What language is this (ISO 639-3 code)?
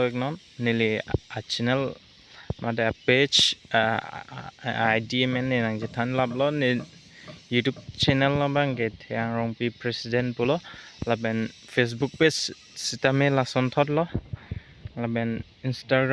mjw